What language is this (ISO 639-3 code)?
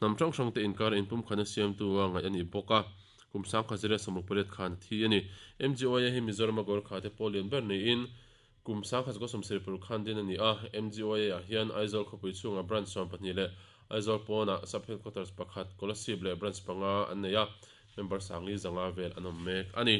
lus